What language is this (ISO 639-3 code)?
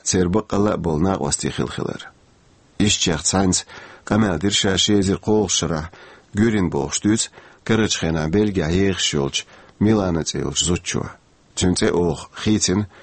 che